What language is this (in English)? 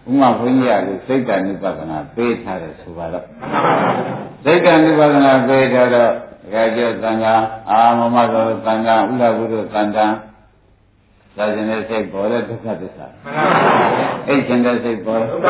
Burmese